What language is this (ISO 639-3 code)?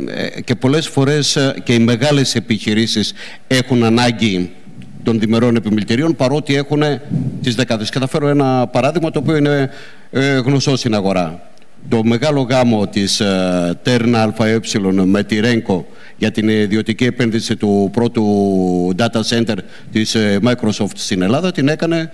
ell